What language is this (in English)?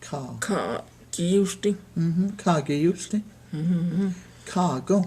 Cherokee